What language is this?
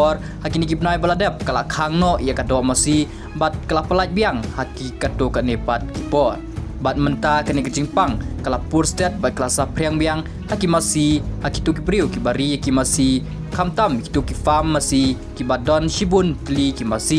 Khasi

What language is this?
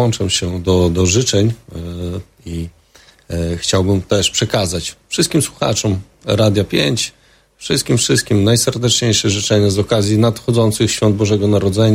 Polish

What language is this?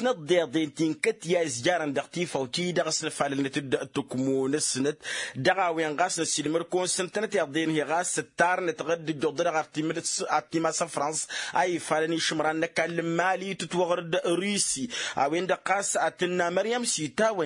Tamasheq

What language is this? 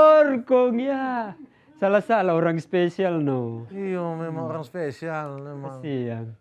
Manado Malay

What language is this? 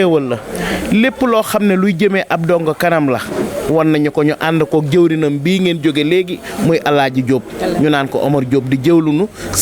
Wolof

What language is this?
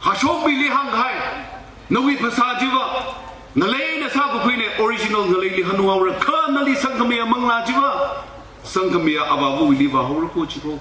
Tangkhul Naga (India)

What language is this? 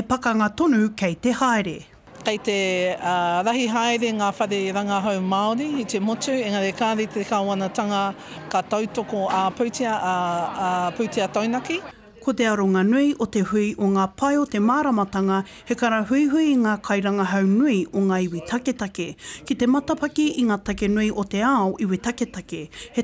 Māori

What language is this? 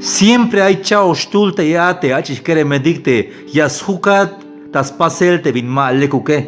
Tzeltal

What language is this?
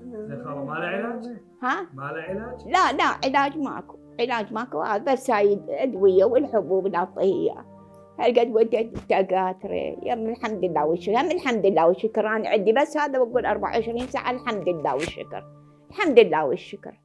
Mesopotamian Arabic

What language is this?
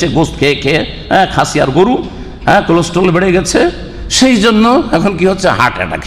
Bangla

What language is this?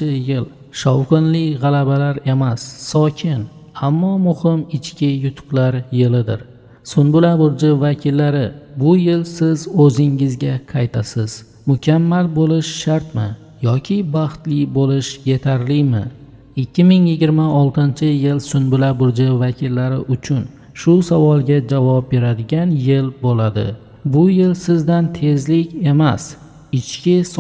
Uzbek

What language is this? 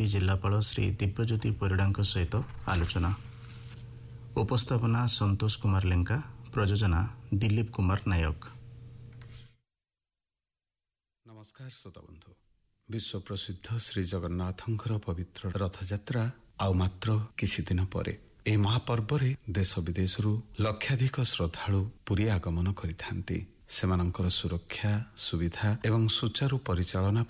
Odia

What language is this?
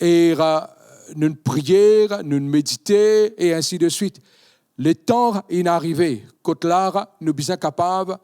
Morisyen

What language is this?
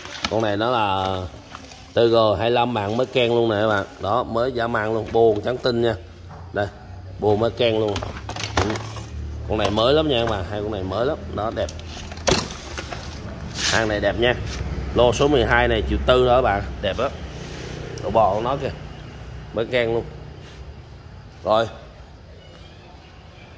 Vietnamese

